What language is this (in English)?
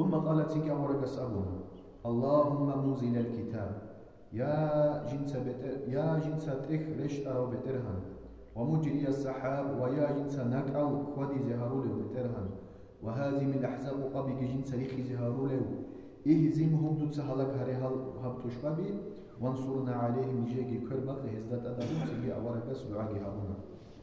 Avaric